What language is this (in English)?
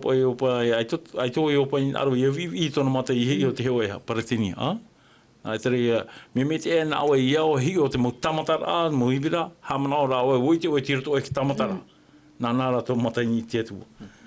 Tahitian